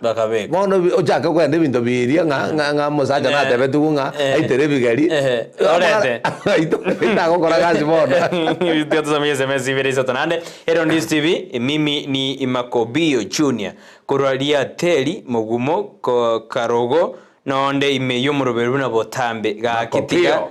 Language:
Gusii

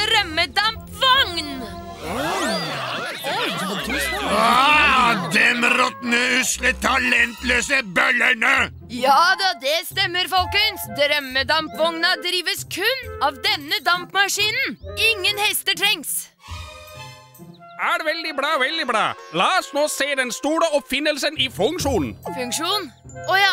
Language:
Norwegian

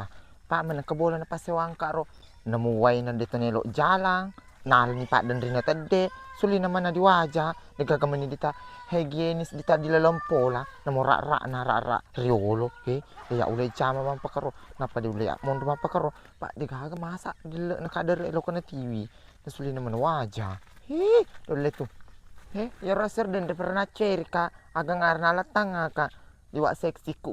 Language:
Buginese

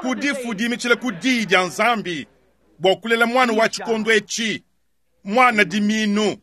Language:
Luba-Lulua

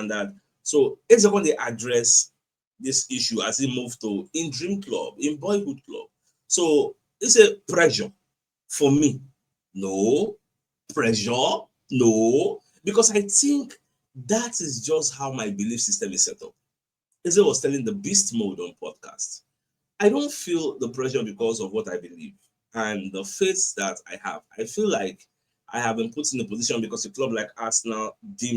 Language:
Nigerian Pidgin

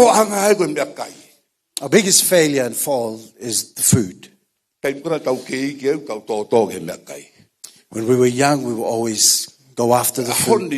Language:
Tongan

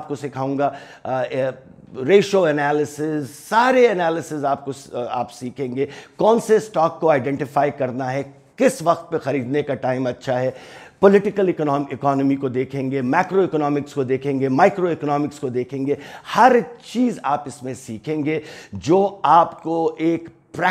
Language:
Urdu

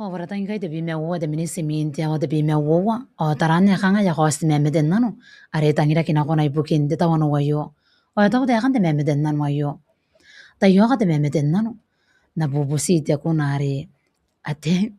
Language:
Gilbertese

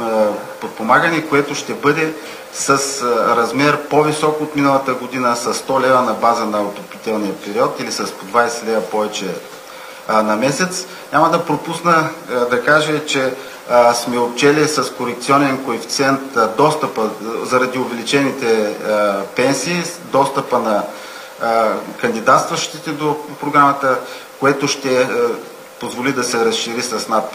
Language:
Bulgarian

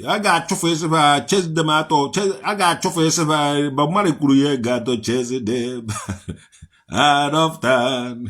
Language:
Igbo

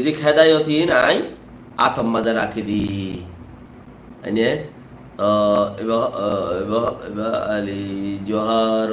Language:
Rohingya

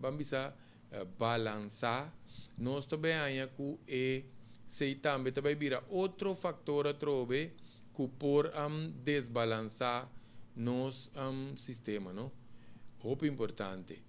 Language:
Papiamento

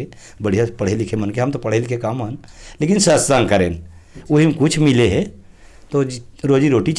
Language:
Chhattisgarhi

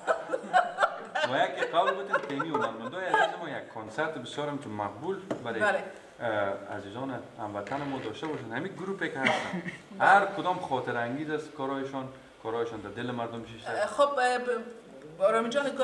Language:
Persian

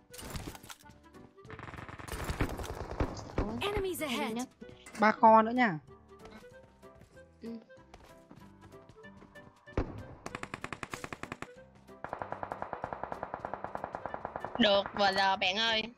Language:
Vietnamese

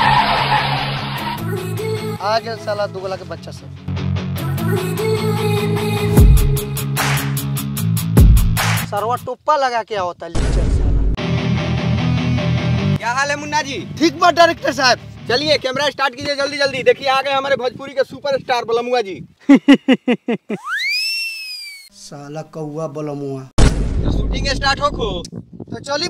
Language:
Bhojpuri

